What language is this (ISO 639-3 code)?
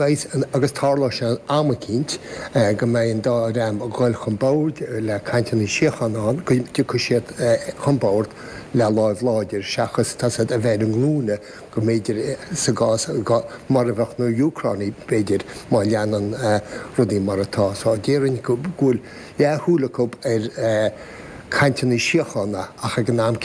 gle